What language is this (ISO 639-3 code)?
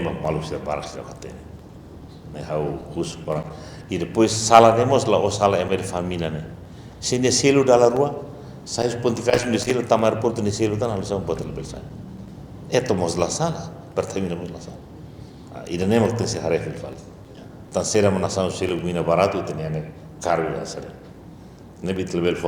tet